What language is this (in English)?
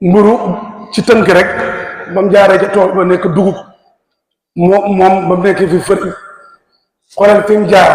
Wolof